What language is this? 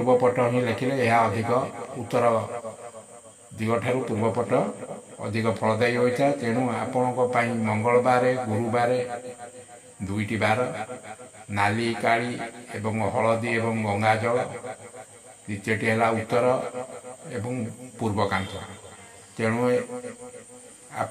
Odia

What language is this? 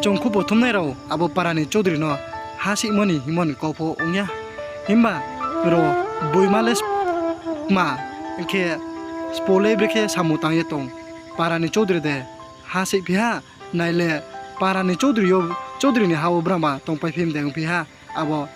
Riang (India)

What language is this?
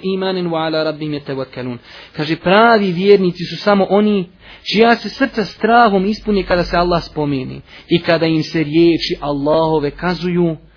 Bosnian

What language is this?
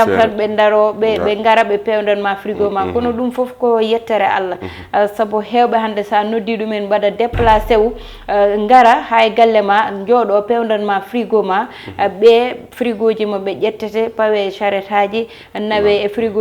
Fula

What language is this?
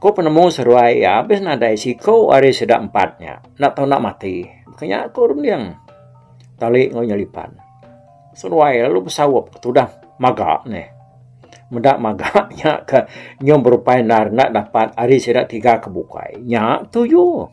Iban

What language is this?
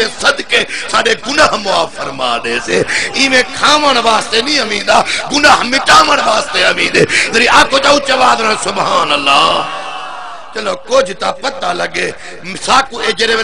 Saraiki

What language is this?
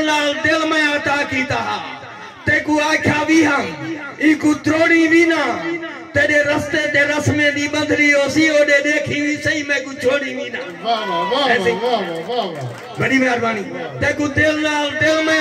Saraiki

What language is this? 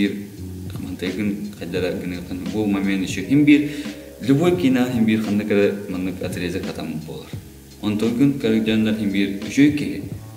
Yakut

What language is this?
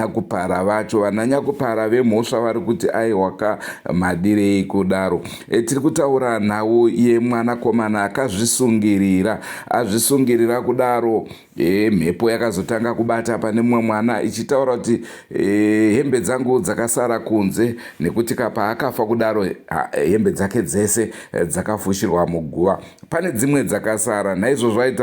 Shona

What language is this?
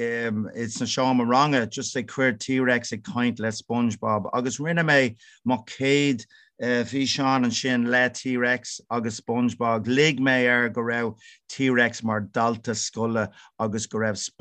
Irish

